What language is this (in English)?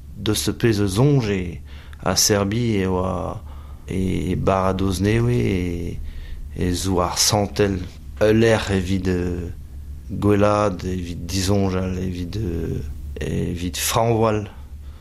Breton